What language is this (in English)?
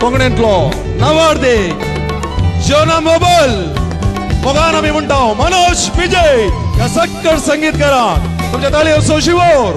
Konkani